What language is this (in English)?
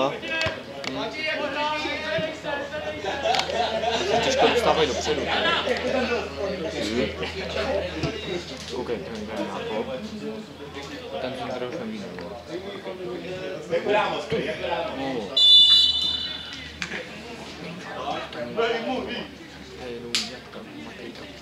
Czech